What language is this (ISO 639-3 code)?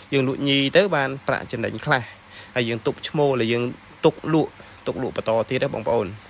khm